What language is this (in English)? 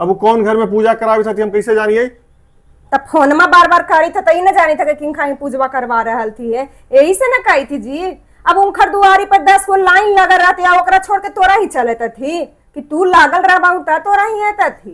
Magahi